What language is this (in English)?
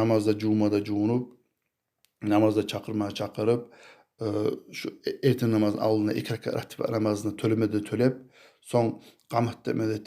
Kumyk